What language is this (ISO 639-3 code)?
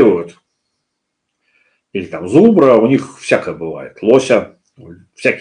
rus